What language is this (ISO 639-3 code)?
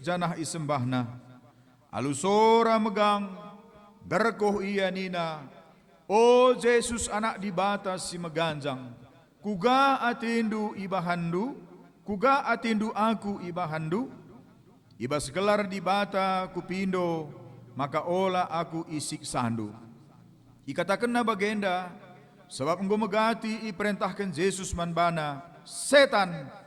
btx